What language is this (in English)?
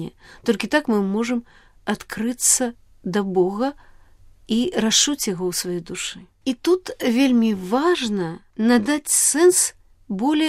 Belarusian